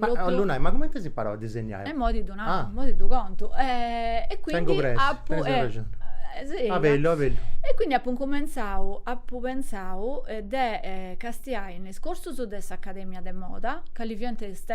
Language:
Sardinian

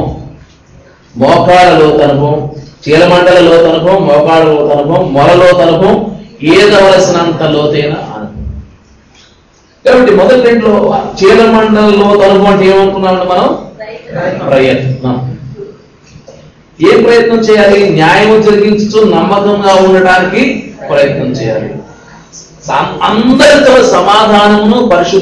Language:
Telugu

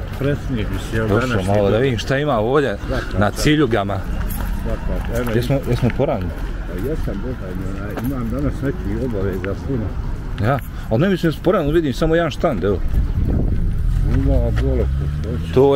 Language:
Bosnian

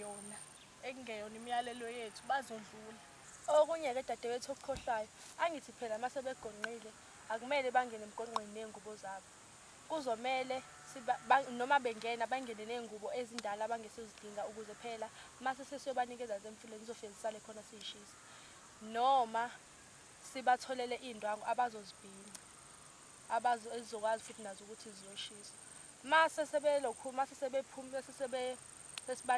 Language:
Zulu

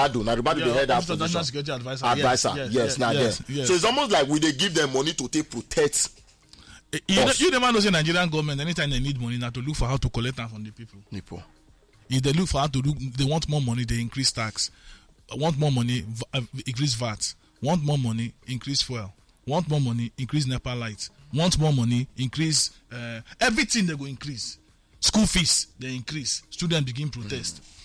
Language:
Nigerian Pidgin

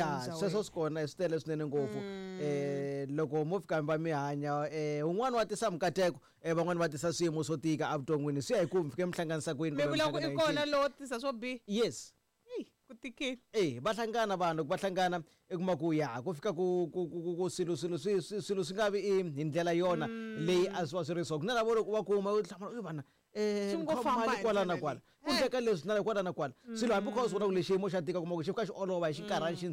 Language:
Tsonga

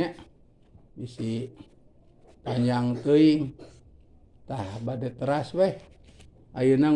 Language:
Sundanese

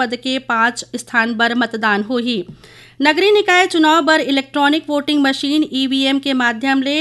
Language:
Chhattisgarhi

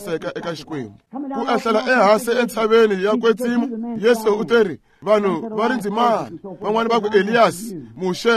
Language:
Tsonga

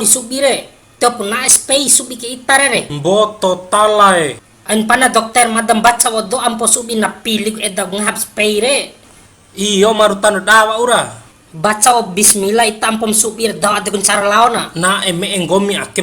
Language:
Bima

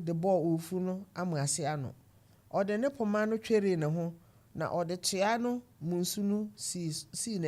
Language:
Akan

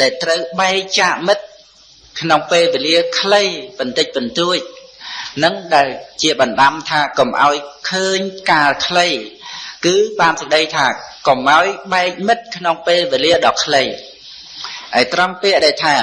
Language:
Khmer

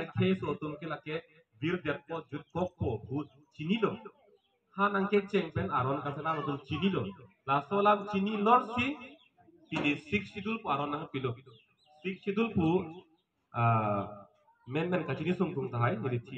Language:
Karbi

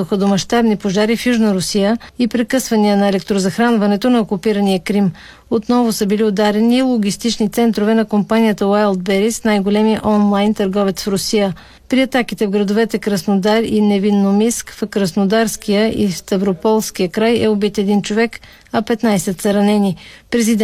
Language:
Bulgarian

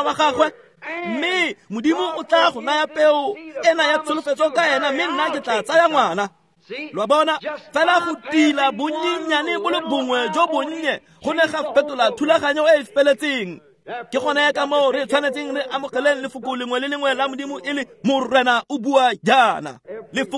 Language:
Tswana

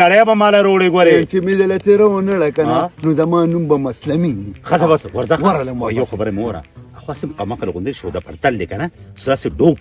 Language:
Pashto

